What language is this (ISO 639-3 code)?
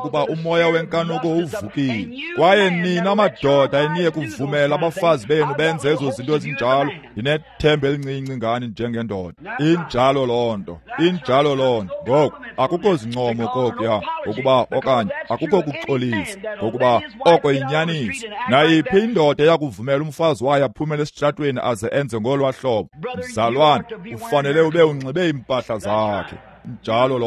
xho